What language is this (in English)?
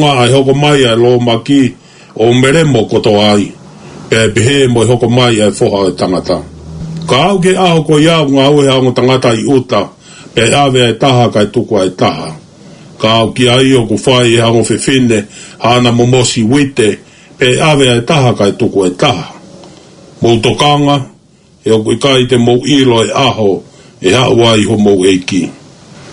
Tongan